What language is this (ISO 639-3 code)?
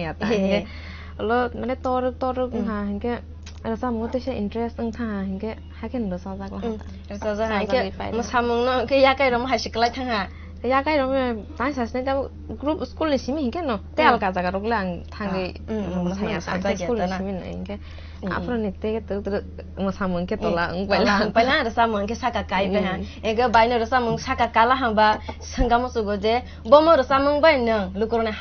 trp